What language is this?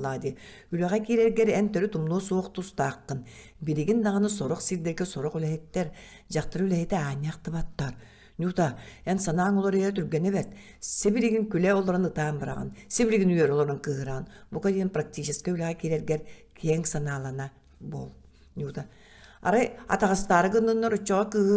Yakut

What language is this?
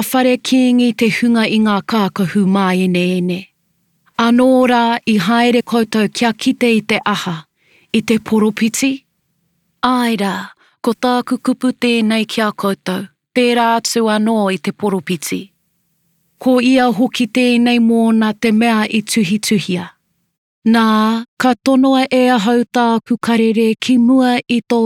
Māori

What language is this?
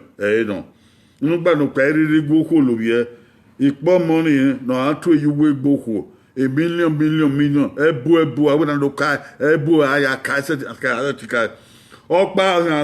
Bini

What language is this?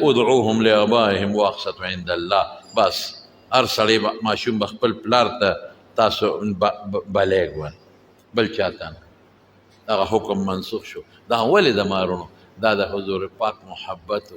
Pashto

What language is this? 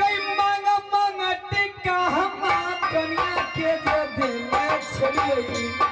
Maithili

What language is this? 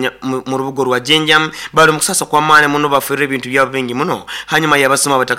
Nyoro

